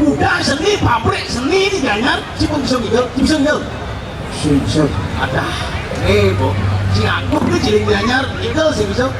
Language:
Balinese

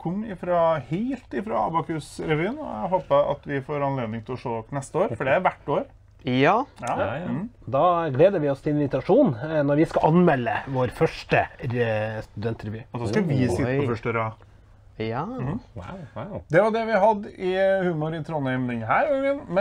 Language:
Norwegian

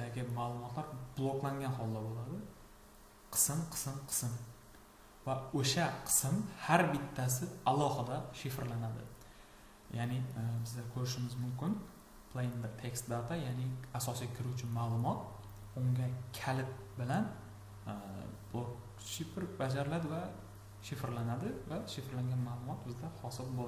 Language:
Uzbek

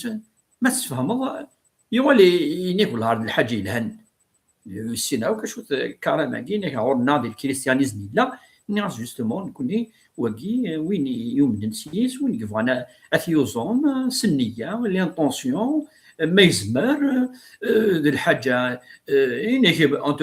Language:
Kabyle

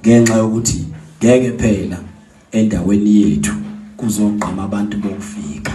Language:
Zulu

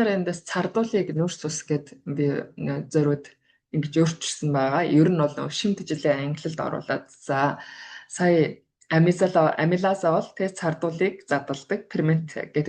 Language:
Mongolian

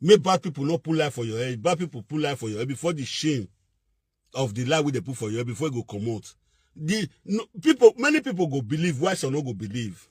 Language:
Nigerian Pidgin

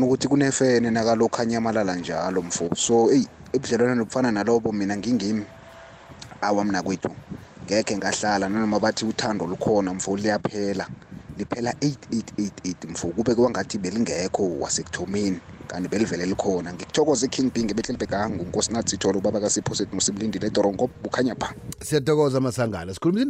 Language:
South Ndebele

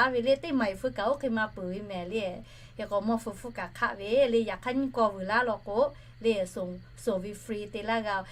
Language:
Lahu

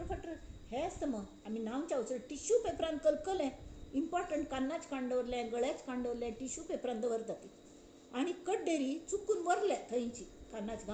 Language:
Konkani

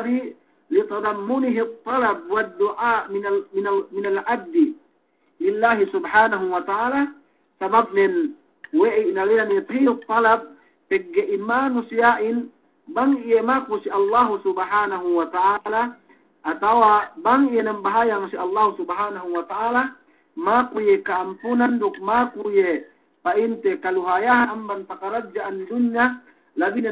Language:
Yakan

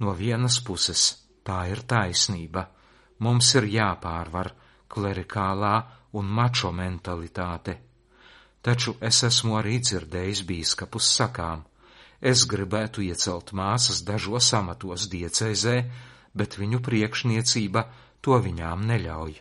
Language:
Latvian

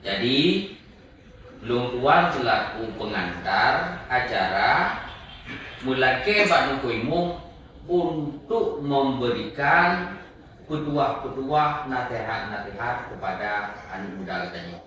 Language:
Achinese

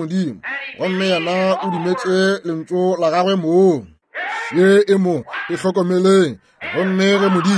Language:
Northern Sotho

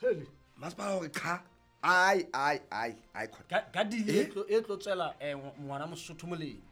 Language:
Southern Sotho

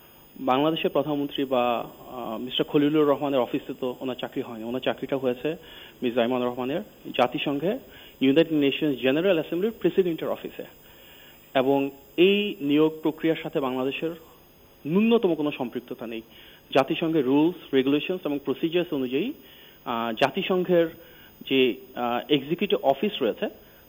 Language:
Bangla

